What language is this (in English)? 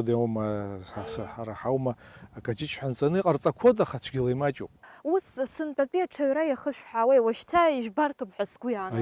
Abkhazian